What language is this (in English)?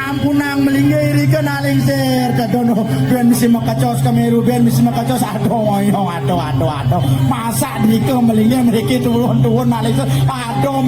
Balinese